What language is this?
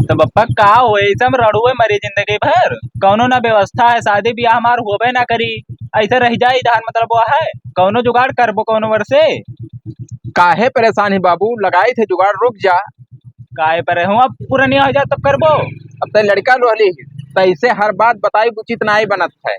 Awadhi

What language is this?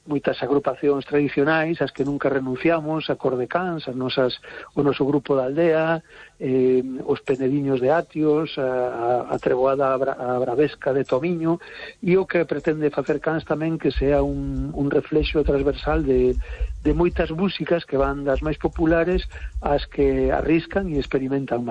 Galician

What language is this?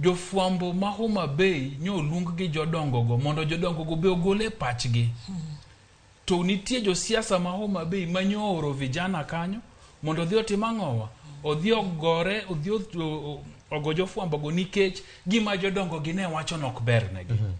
Luo (Kenya and Tanzania)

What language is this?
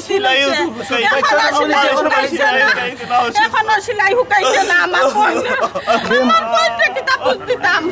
Sylheti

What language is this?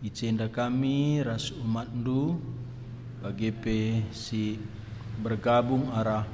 Batak Karo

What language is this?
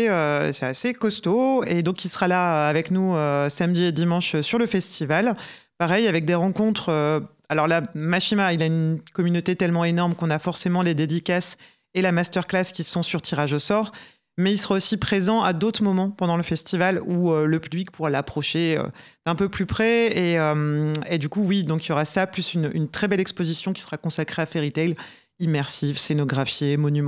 French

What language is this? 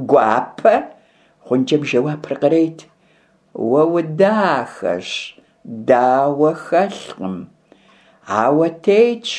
Kabardian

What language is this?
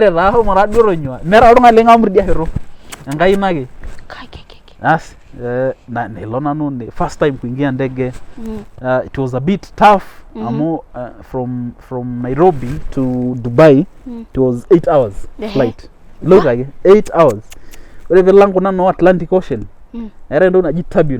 Masai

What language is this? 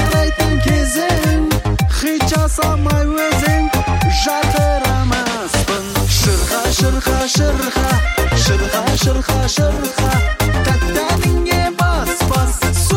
Kazakh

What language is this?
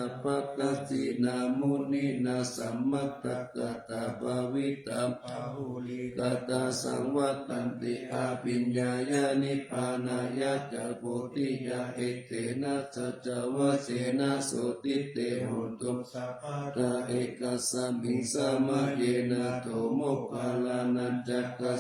Pali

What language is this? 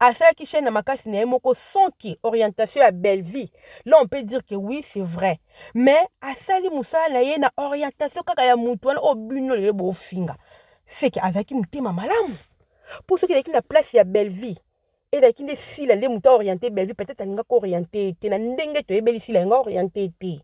Lingala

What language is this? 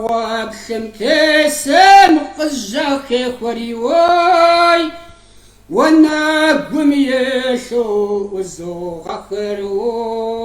Kabardian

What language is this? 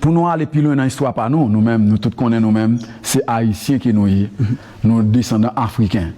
Haitian Creole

